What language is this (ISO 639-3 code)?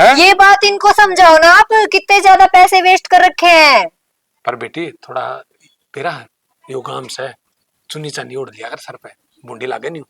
bgc